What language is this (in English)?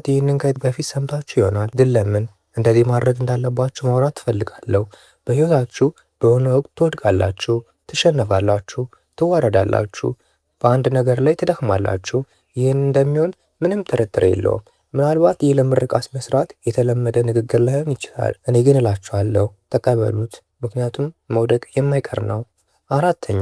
Amharic